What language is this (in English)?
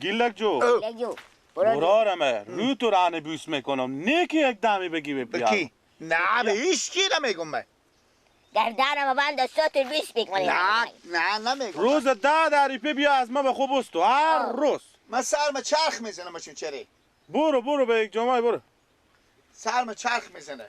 Persian